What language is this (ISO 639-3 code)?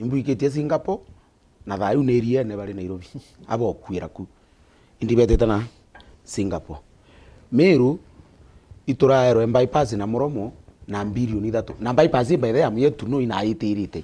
mer